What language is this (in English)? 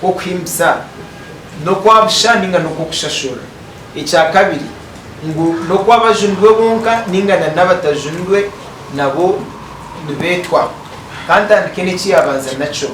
Nyankole